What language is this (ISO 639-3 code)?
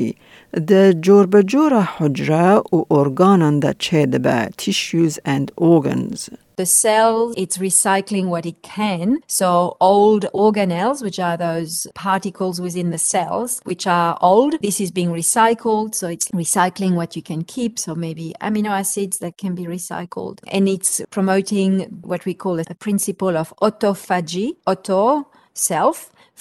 kur